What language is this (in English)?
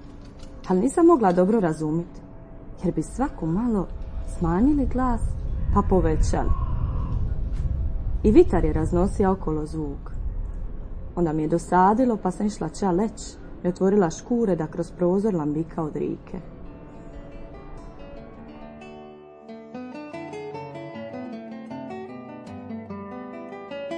Croatian